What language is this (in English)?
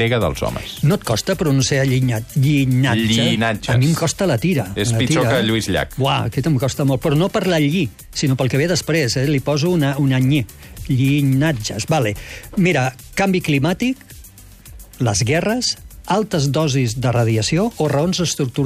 Catalan